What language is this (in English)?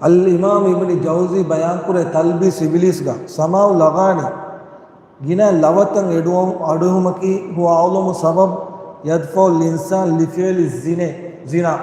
Divehi